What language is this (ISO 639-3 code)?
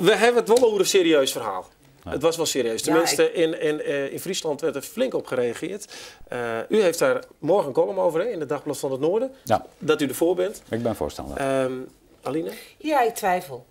fry